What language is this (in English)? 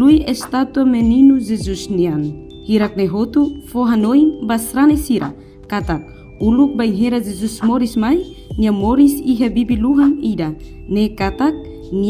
Tetum